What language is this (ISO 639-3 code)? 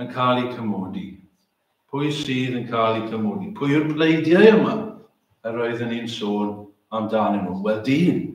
cym